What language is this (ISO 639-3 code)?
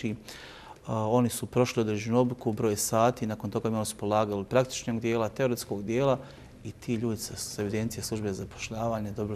bos